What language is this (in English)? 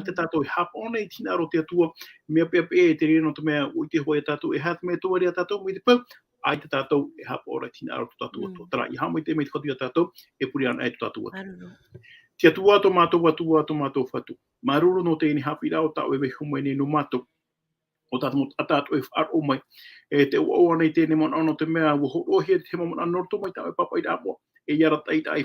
Tahitian